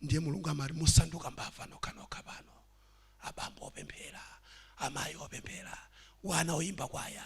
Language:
Nyanja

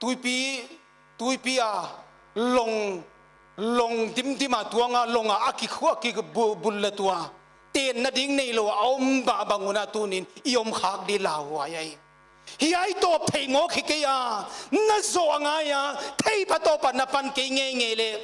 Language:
Paite Chin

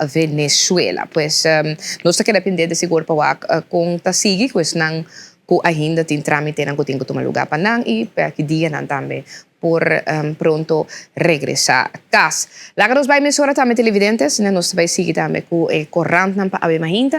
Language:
Papiamento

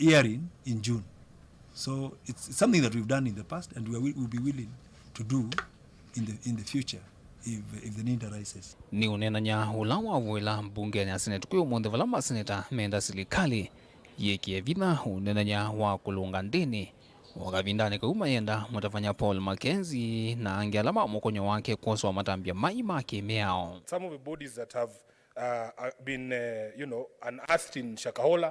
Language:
Kamba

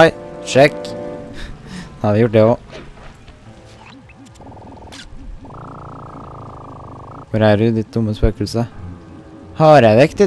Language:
Norwegian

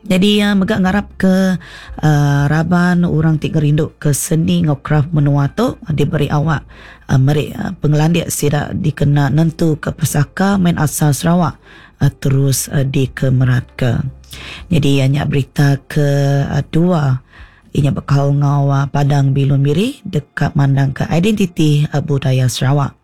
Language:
Iban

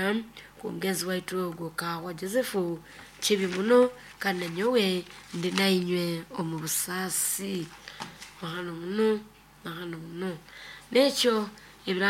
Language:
Nyoro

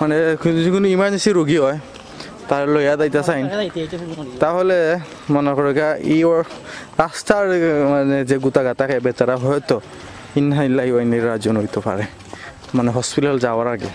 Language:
Sylheti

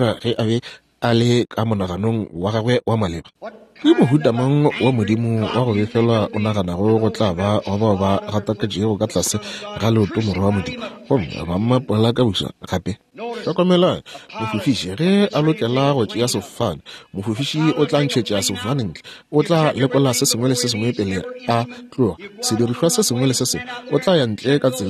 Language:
Northern Sotho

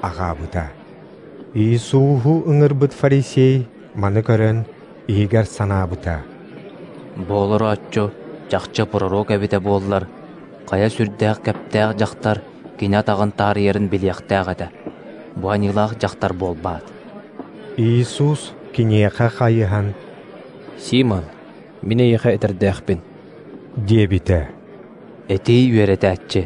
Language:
Yakut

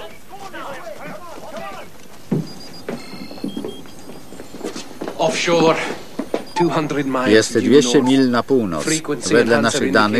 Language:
Polish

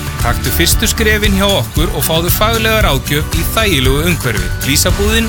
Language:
Icelandic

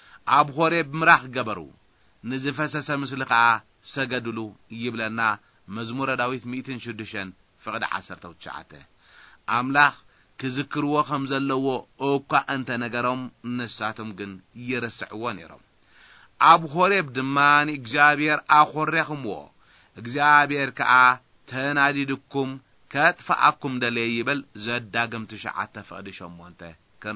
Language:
Tigrinya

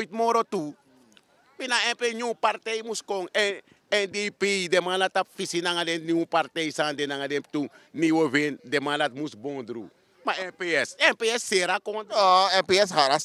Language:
Sranan Tongo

